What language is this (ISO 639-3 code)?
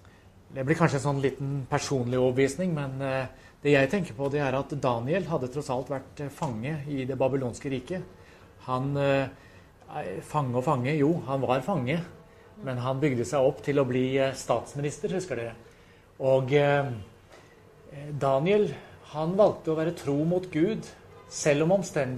nor